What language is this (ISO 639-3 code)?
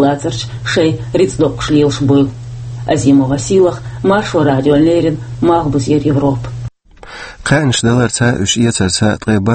che